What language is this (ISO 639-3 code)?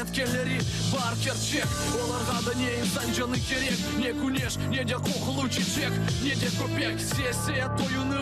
crh